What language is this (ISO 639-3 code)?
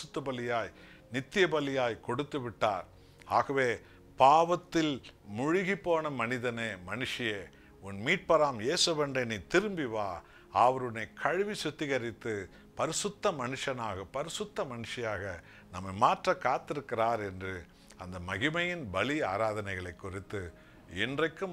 tam